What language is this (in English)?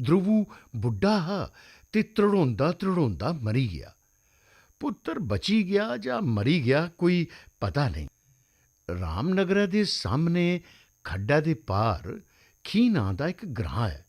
Dogri